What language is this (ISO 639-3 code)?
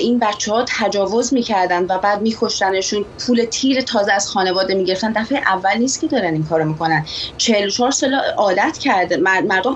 fas